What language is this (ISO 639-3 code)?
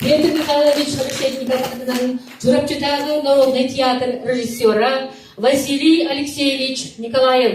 sah